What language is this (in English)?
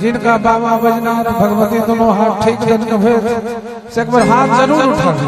Maithili